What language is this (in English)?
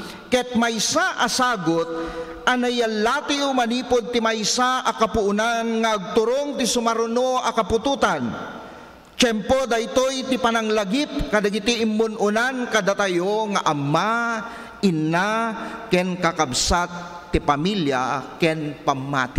Iloko